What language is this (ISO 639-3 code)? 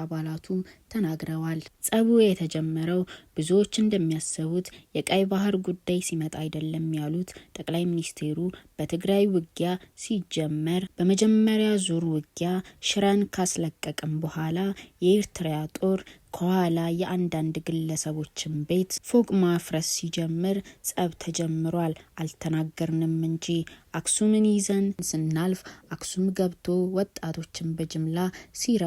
amh